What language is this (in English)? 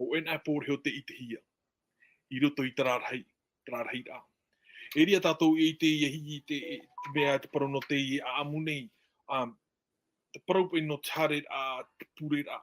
Tahitian